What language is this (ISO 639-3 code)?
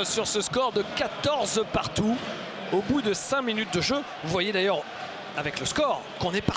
fra